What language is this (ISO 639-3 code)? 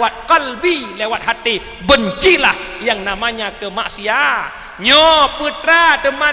ace